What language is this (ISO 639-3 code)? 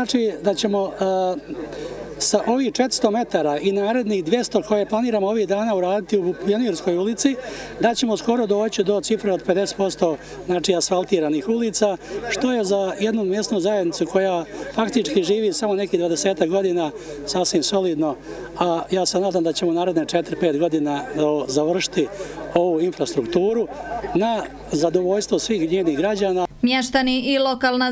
bos